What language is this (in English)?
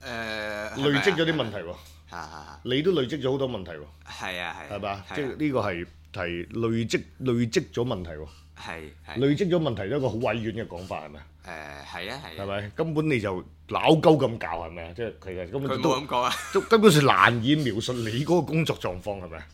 Cantonese